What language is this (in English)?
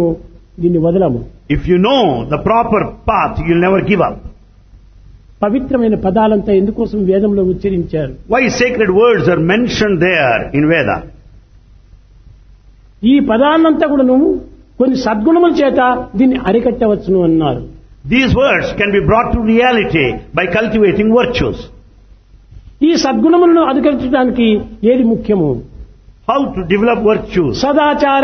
Telugu